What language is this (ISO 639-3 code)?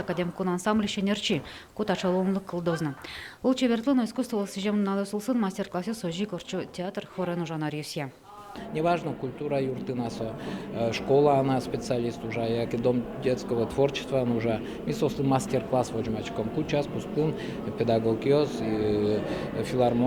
udm